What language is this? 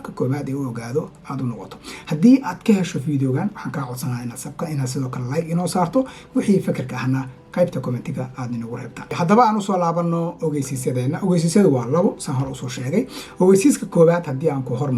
Somali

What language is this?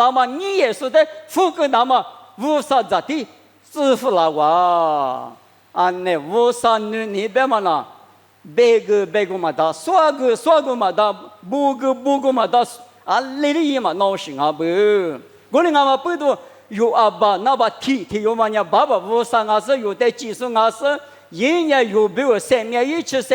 Lisu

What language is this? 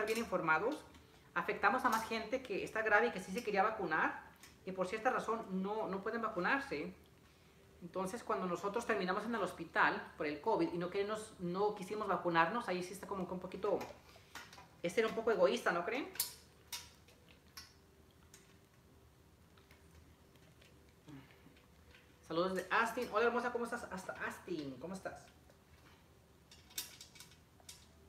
Spanish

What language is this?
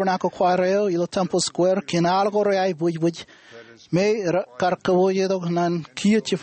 Marshallese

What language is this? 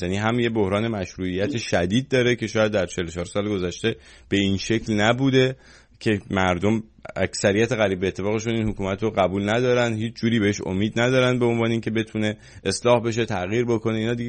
Persian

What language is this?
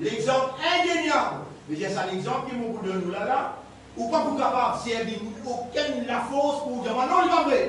Morisyen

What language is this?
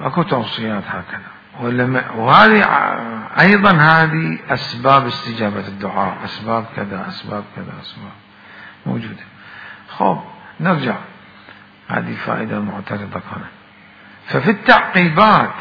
Mesopotamian Arabic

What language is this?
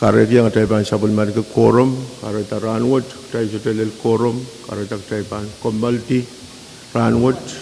Pohnpeian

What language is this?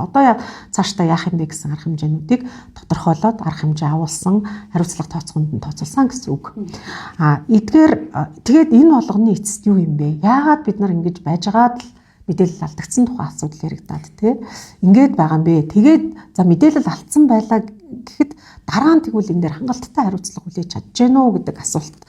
Mongolian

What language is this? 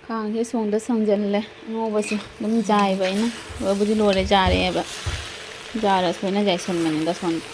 Manipuri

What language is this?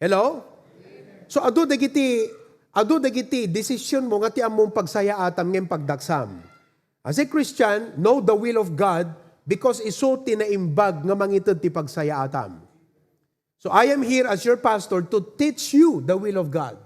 Iloko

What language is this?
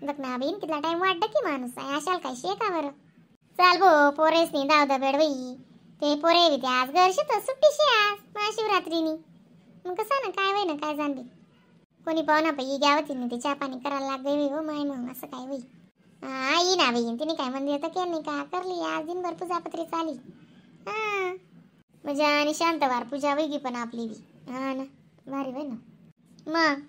Khandesi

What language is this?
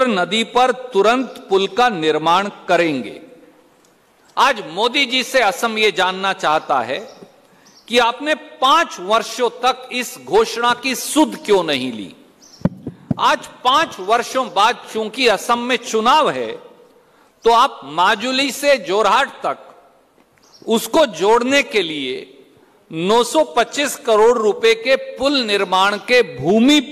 Hindi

